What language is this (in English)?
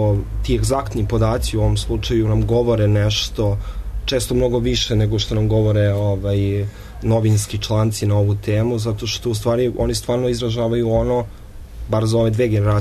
Serbian